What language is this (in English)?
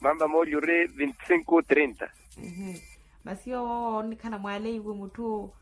Makhuwa